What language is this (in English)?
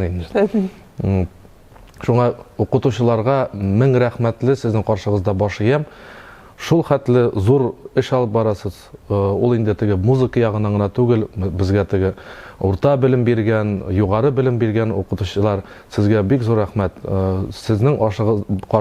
Tatar